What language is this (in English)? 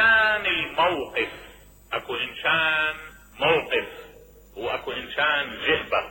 Mesopotamian Arabic